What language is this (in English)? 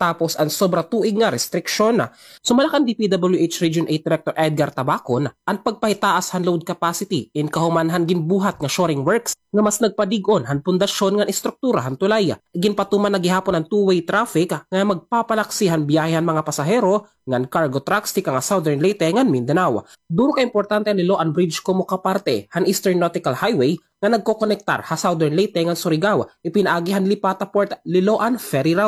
Waray